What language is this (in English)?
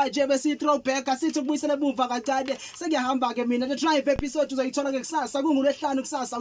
Zulu